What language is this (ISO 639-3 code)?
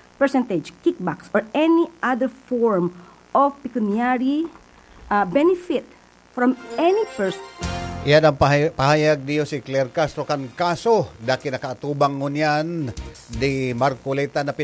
bik